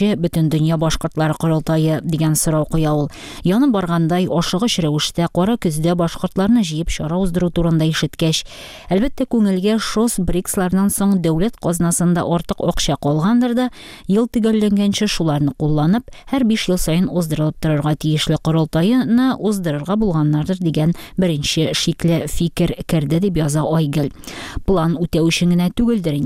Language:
Tatar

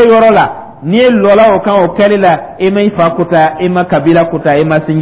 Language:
Dyula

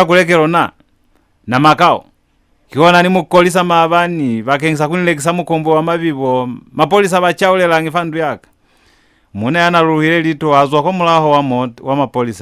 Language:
Lozi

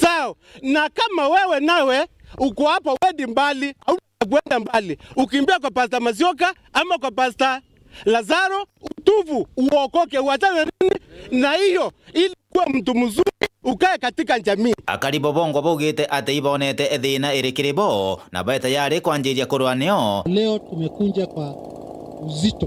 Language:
Meru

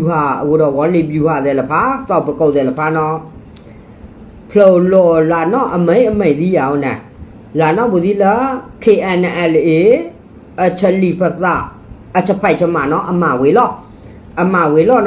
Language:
S'gaw Karen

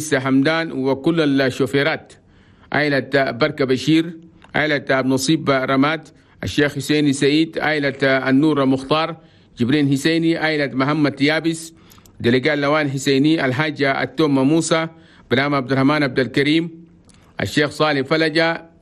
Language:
Chadian Arabic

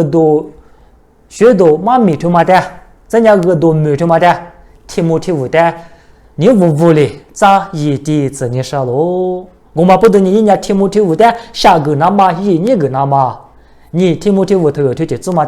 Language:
Lisu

